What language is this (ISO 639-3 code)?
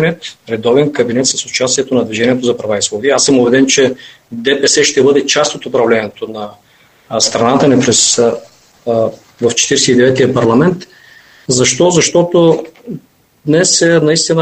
bul